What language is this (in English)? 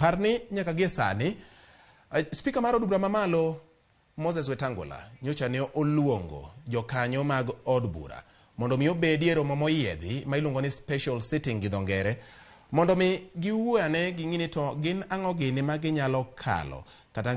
Luo (Kenya and Tanzania)